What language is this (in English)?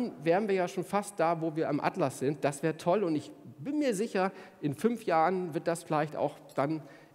German